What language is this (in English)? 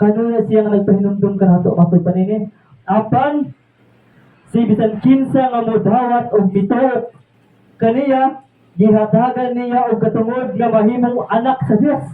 Cebuano